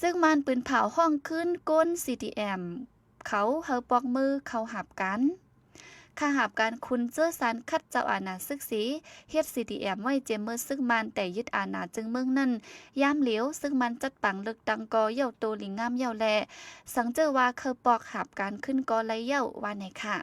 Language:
Shan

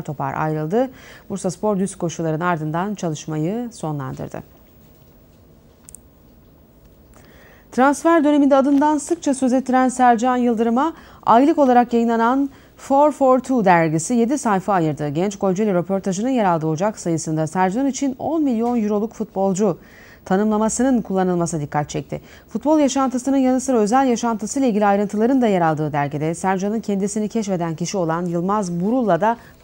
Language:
Turkish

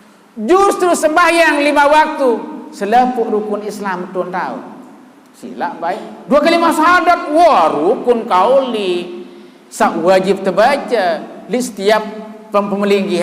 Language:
Sasak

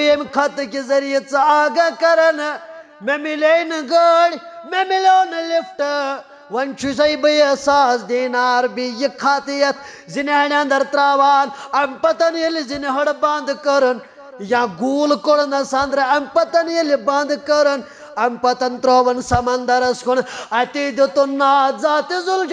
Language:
Kashmiri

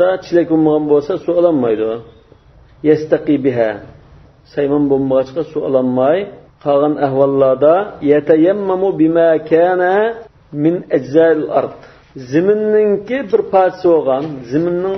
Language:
Uyghur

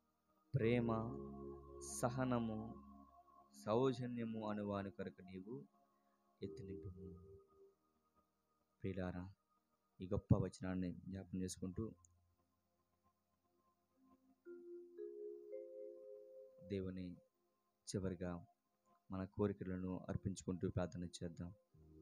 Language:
Telugu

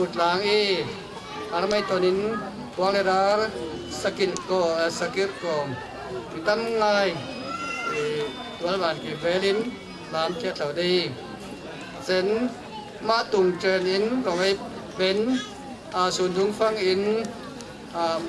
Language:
Falam Chin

